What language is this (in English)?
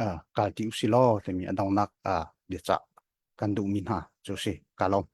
Hakha Chin